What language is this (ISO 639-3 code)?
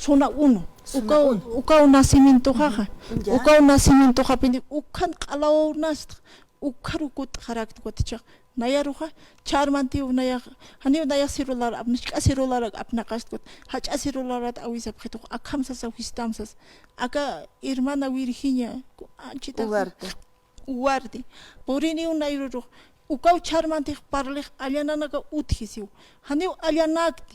aym